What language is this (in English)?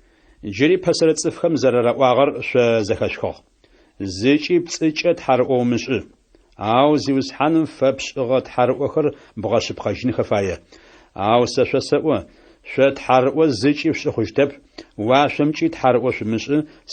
Adyghe